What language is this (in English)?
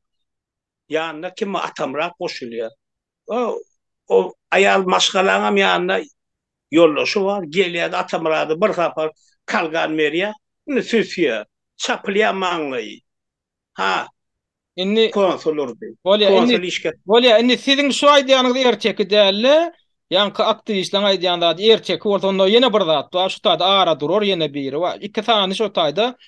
Turkmen